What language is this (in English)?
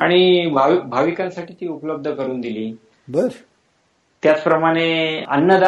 Marathi